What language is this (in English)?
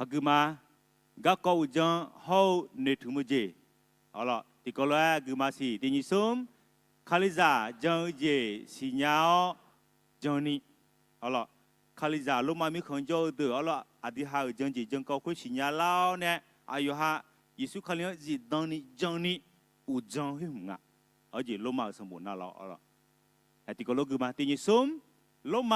Akha